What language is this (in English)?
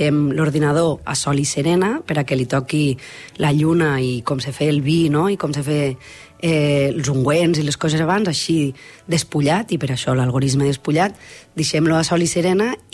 Catalan